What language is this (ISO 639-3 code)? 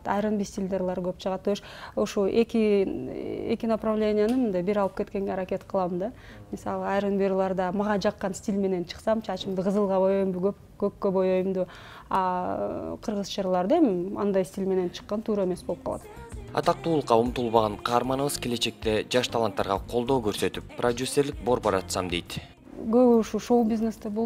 kir